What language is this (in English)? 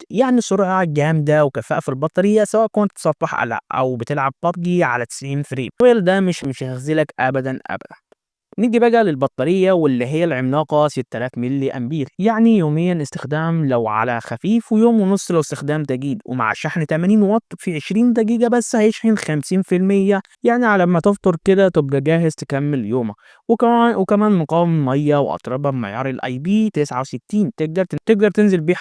Egyptian Arabic